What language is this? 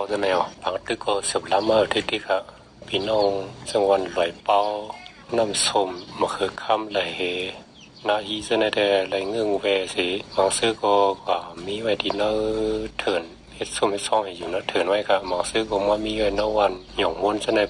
Shan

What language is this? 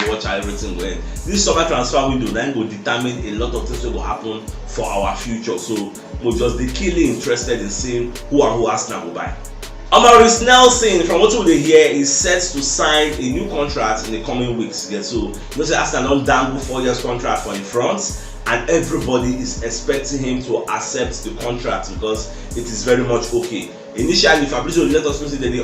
Nigerian Pidgin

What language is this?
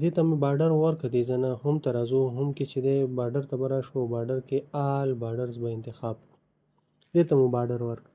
Pashto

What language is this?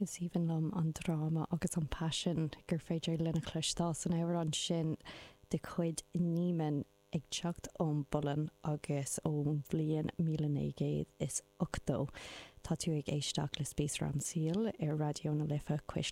Irish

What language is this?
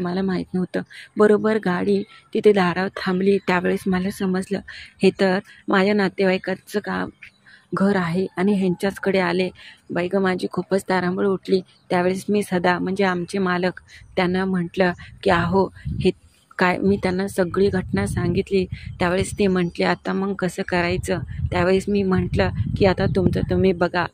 Marathi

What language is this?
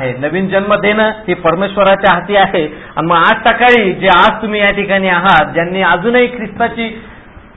Marathi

